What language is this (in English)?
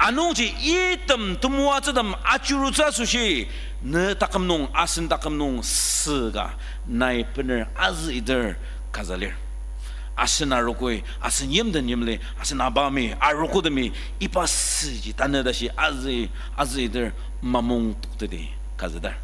Ao Naga